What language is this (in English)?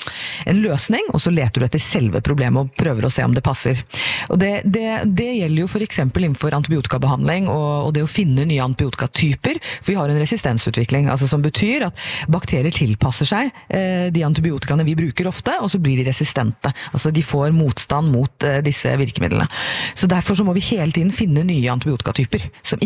Norwegian